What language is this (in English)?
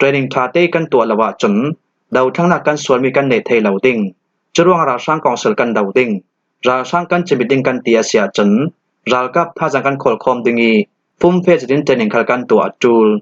Falam Chin